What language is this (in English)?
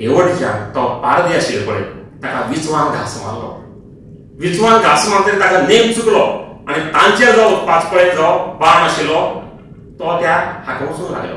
Konkani